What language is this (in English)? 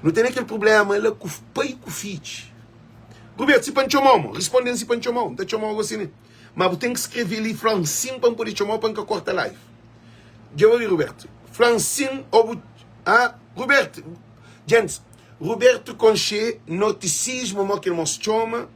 Kabuverdianu